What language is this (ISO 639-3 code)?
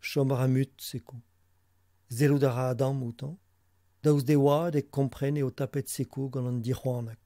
bre